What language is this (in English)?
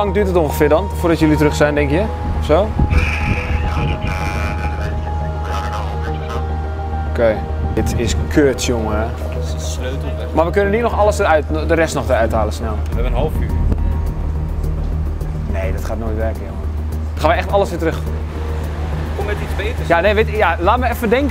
Dutch